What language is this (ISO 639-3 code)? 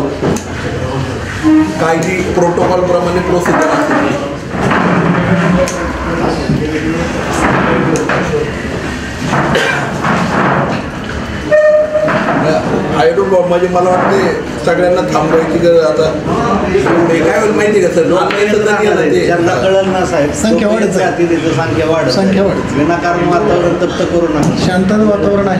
mar